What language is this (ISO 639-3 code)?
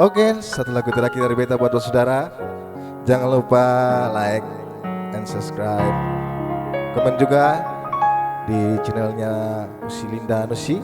abs